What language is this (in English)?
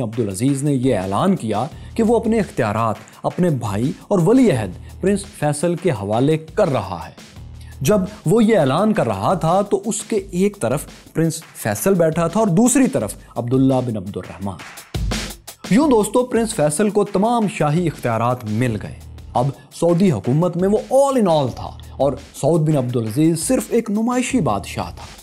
Urdu